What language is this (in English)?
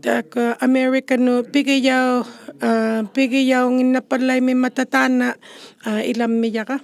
Inuktitut